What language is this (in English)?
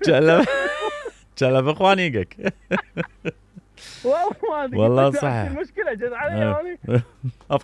Mesopotamian Arabic